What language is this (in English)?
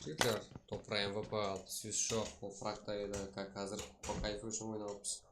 Kara-Kalpak